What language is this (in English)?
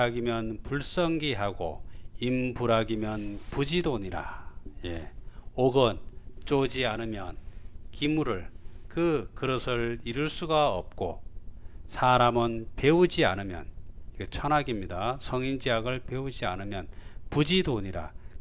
Korean